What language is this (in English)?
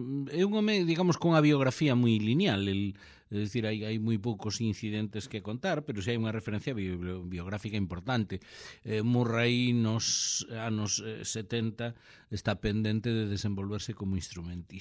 Galician